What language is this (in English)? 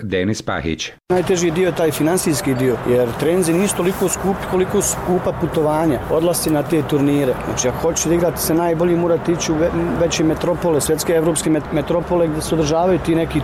Bosnian